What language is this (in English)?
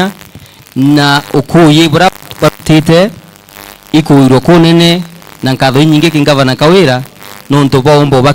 Meru